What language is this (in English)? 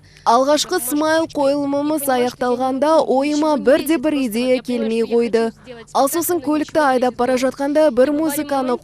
Kazakh